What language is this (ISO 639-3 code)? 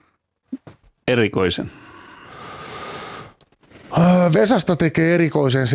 fin